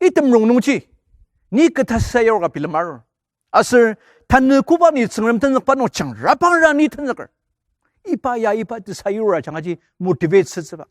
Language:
Ao Naga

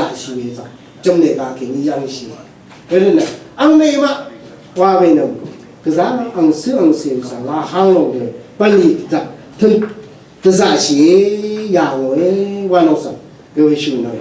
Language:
Rawang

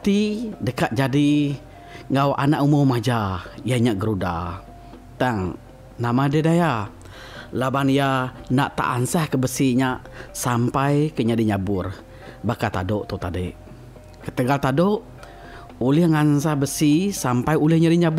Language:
Iban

